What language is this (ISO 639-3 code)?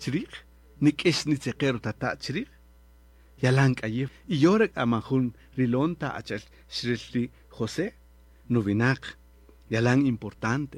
cak